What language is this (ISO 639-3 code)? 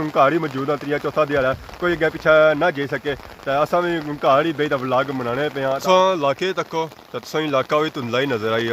phr